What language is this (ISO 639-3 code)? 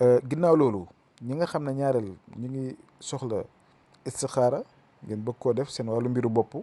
wol